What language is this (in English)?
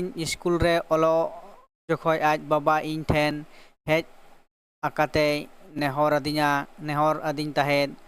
Santali